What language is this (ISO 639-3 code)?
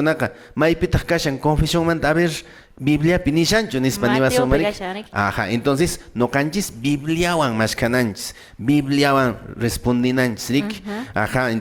que